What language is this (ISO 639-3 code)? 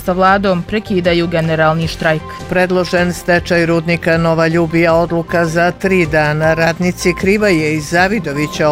bos